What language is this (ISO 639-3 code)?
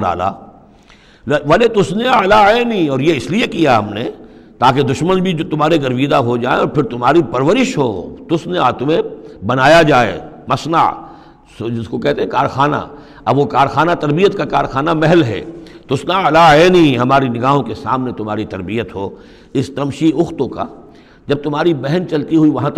urd